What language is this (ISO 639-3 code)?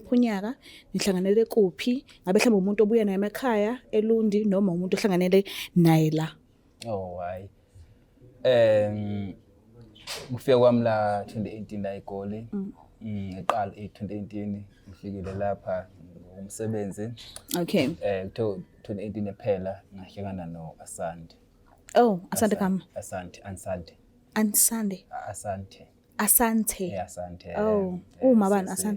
zul